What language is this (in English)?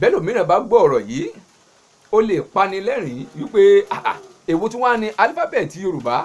Yoruba